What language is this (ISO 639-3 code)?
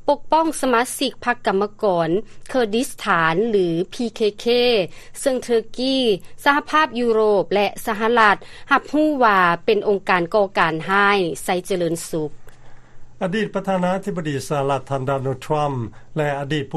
lao